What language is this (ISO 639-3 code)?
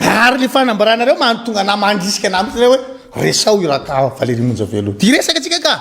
mlg